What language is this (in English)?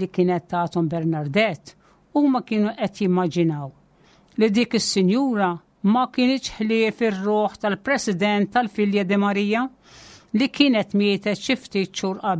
Maltese